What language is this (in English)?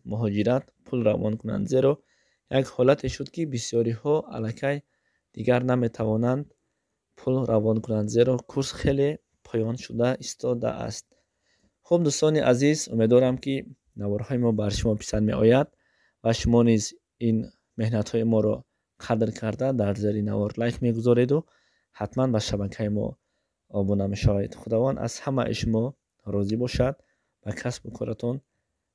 Tajik